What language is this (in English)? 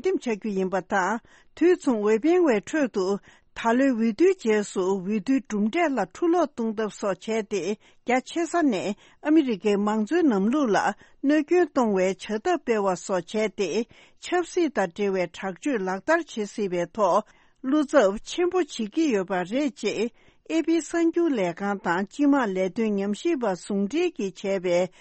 Tibetan